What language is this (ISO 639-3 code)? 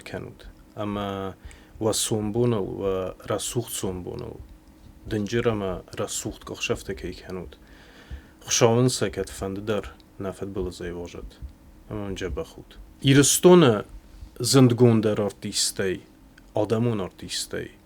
oss